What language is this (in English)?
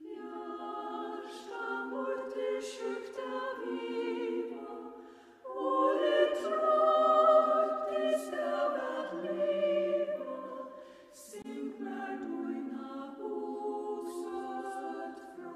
Faroese